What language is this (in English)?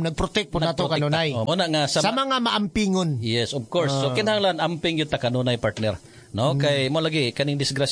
Cebuano